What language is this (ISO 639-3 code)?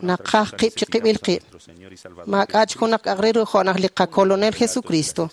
kek